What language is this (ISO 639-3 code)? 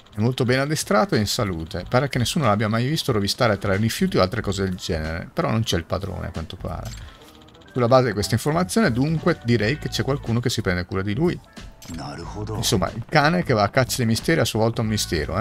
ita